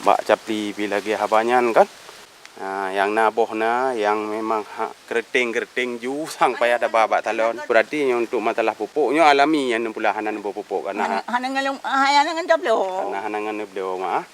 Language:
Achinese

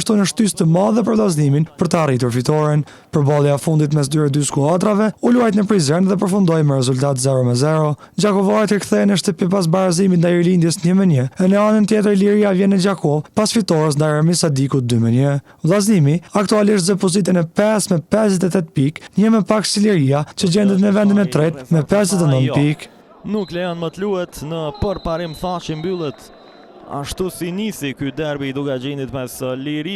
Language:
Albanian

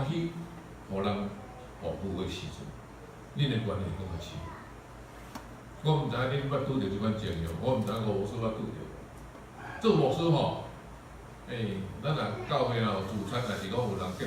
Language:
Min Nan Chinese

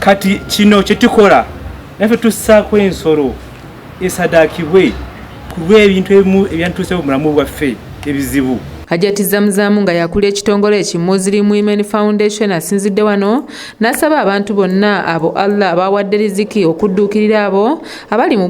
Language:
Ganda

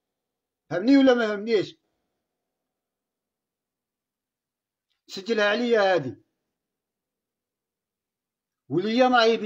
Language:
Algerian Arabic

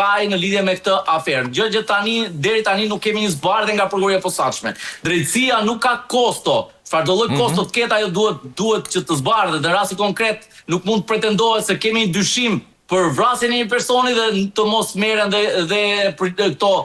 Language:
Albanian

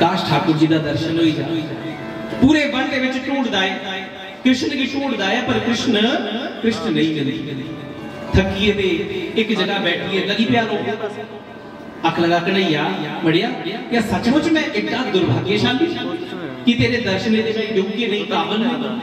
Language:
Dogri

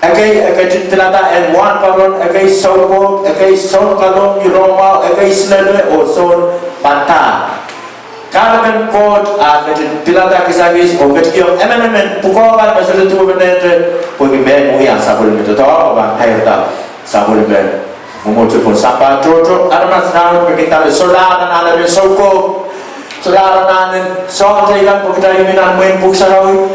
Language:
Pohnpeian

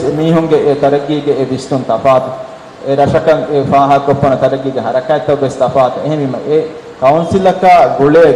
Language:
Divehi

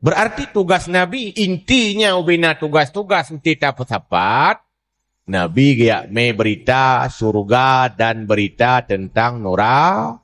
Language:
Achinese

